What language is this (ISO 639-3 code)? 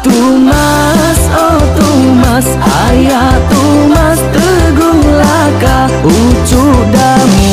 iba